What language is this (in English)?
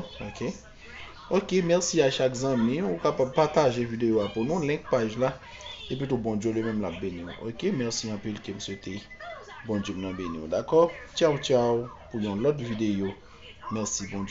Haitian Creole